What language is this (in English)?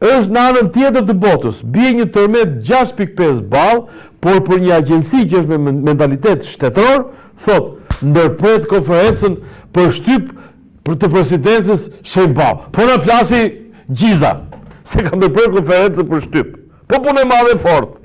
Albanian